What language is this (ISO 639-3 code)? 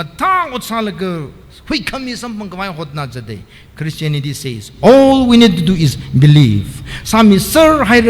nmf